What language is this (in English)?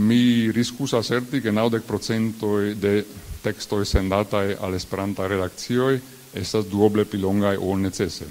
Esperanto